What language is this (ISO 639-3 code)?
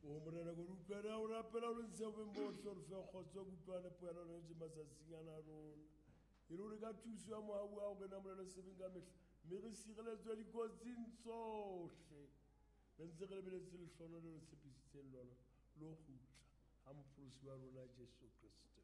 sot